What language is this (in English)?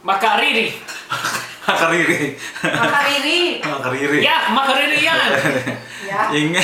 Pampanga